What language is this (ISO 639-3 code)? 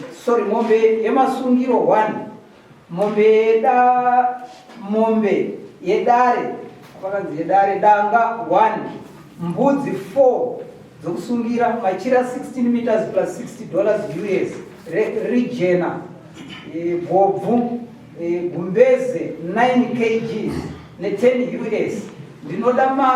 sna